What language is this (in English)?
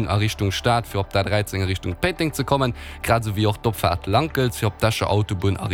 Luxembourgish